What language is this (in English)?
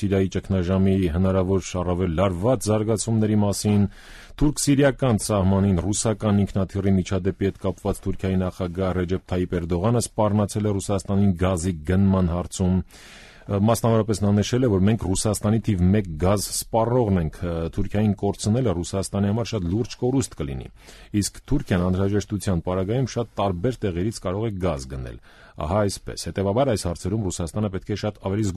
Armenian